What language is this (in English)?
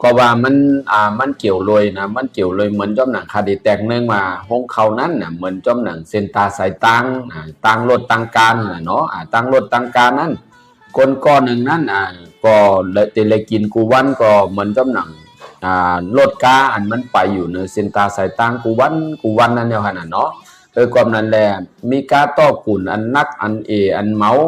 Shan